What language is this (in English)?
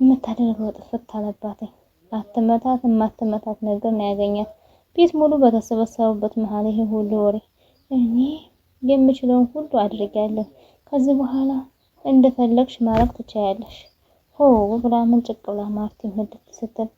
Amharic